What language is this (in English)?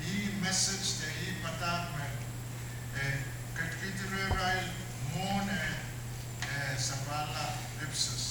Pohnpeian